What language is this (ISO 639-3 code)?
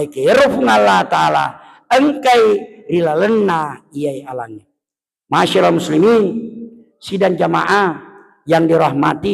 bug